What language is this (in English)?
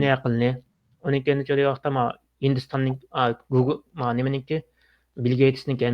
Uyghur